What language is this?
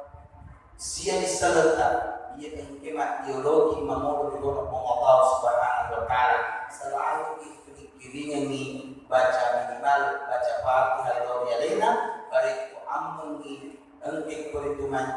Buginese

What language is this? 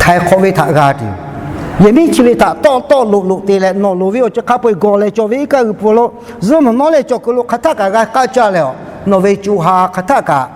Lahu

